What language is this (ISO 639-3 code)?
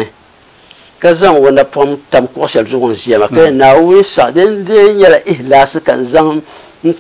dag